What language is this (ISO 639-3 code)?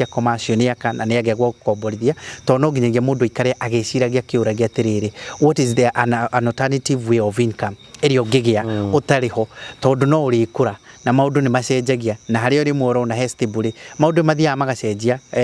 kik